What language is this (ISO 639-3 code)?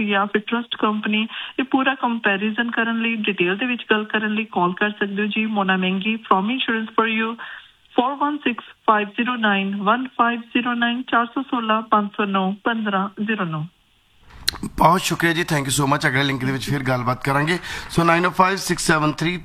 pan